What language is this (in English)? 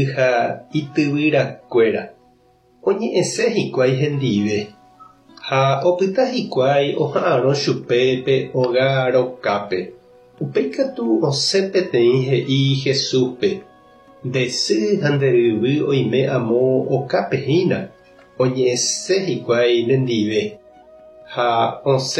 Guarani